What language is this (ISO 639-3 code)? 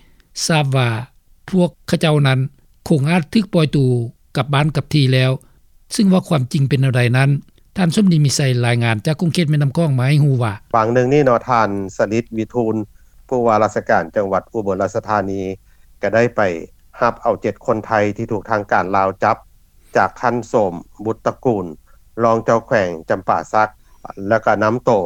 lao